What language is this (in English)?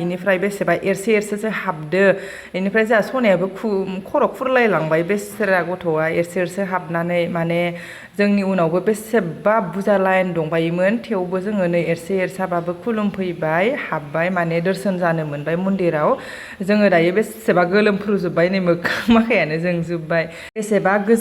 Bodo